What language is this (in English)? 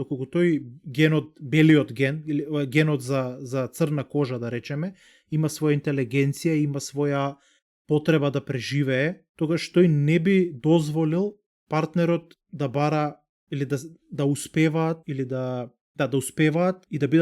Macedonian